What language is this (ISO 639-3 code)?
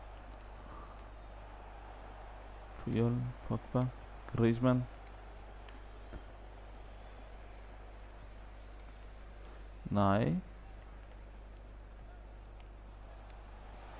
dan